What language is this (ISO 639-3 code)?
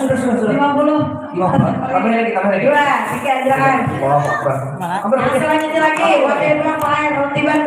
bjn